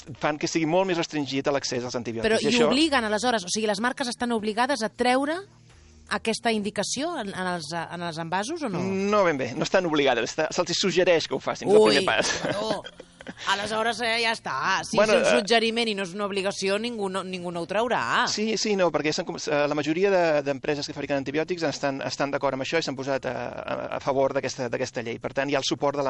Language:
Catalan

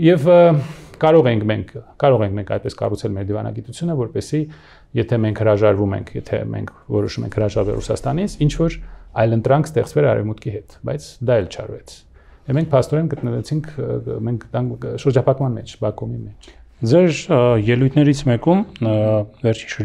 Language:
Armenian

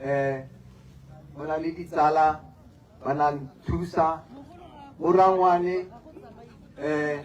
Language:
Tswana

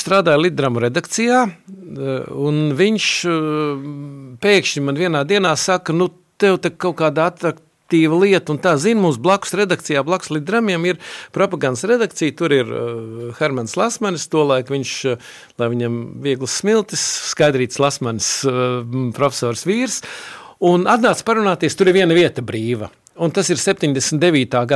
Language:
Latvian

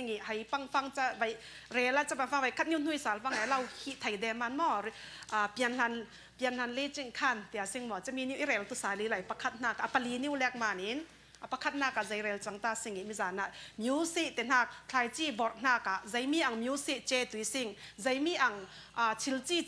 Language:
Falam Chin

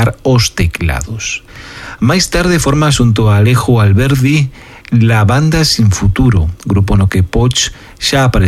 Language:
Galician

